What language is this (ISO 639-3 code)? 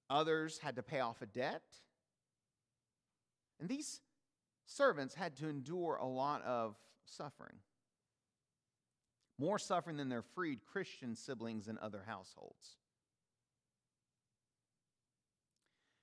eng